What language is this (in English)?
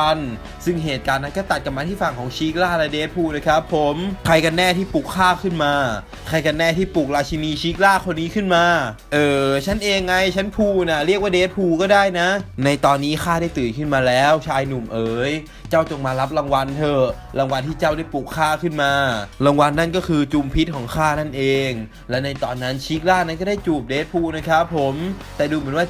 Thai